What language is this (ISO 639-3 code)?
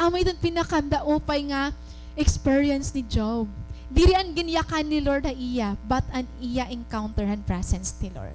war